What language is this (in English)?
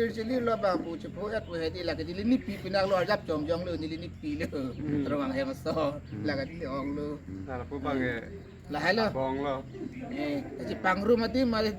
Karbi